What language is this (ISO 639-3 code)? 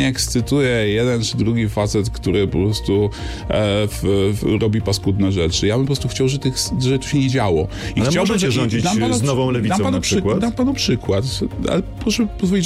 pol